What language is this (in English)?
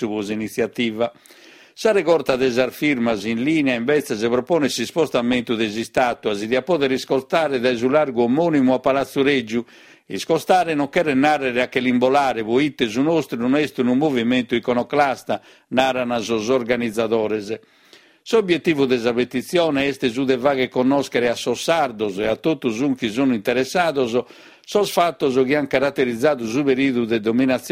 Sardinian